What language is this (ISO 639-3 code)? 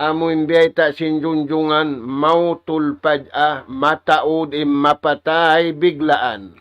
tsg